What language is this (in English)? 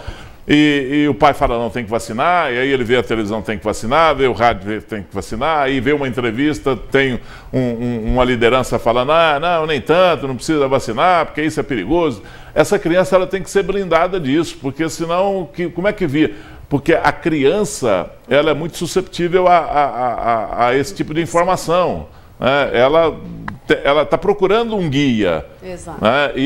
Portuguese